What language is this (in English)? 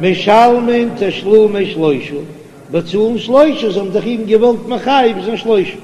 Yiddish